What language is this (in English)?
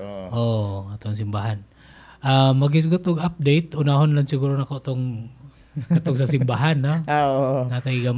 Cebuano